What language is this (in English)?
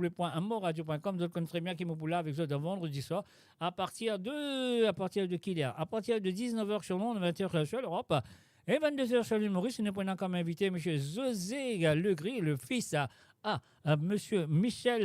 Morisyen